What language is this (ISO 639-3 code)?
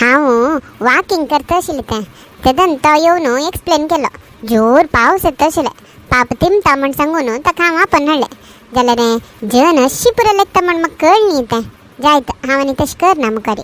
kok